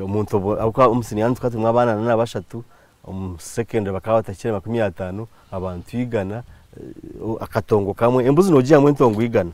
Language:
Nyankole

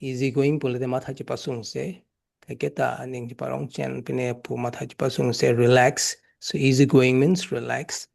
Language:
Karbi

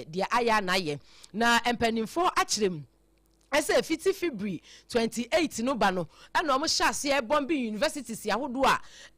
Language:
Akan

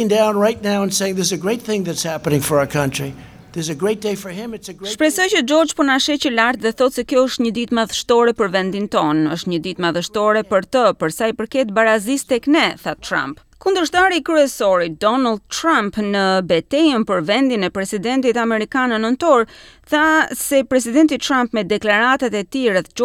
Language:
Albanian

